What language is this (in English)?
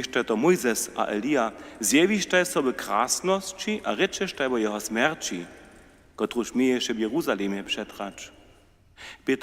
Upper Sorbian